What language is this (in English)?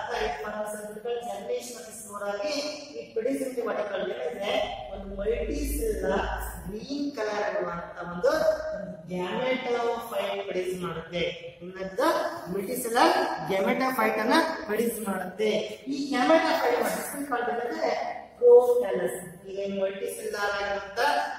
Kannada